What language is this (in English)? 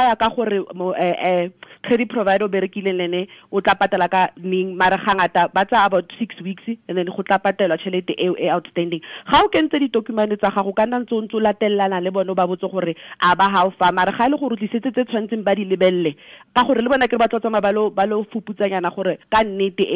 Tswana